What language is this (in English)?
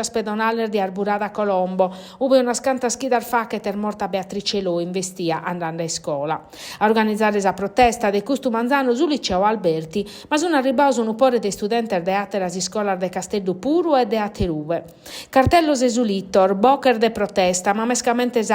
Sardinian